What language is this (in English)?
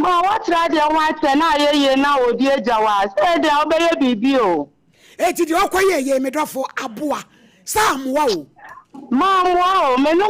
Akan